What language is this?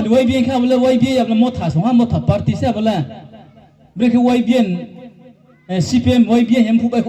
Riang (India)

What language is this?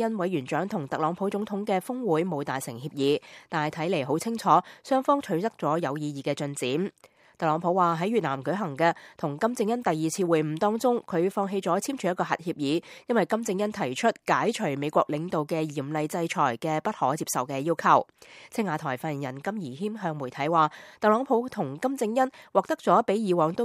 Cantonese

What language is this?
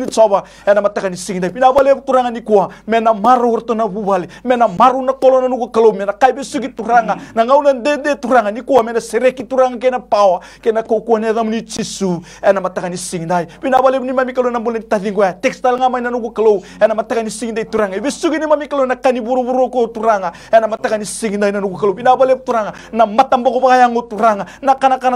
Fijian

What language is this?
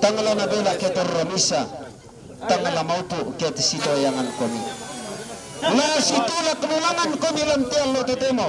Toraja-Sa'dan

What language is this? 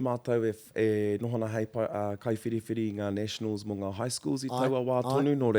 Māori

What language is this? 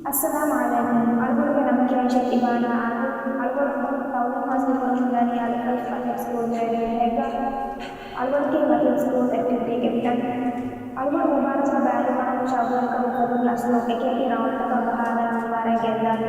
Divehi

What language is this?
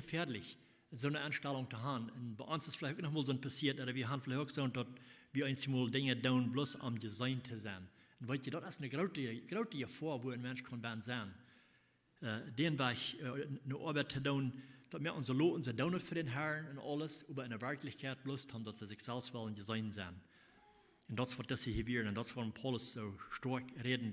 Plautdietsch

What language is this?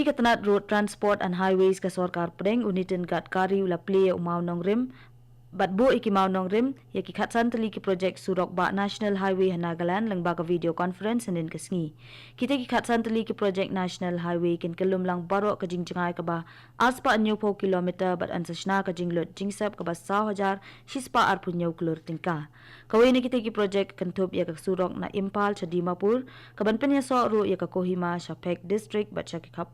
Khasi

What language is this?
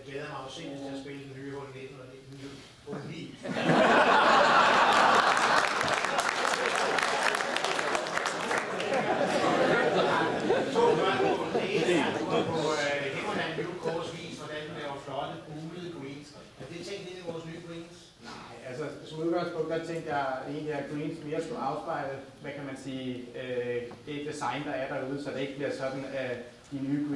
Danish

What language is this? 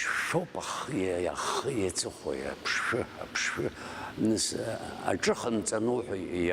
Abkhazian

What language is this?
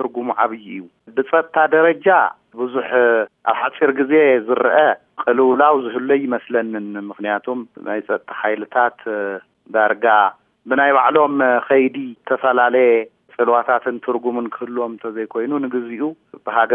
Tigrinya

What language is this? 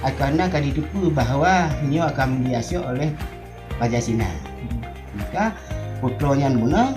Achinese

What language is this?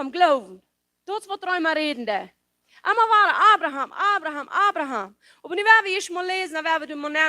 Plautdietsch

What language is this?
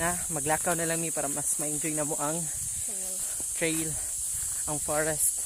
Cebuano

